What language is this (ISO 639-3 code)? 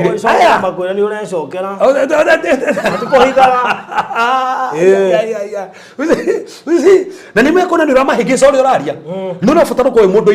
kik